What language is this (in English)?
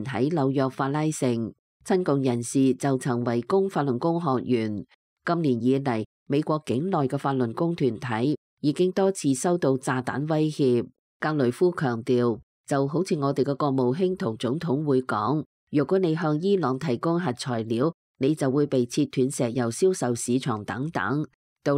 Cantonese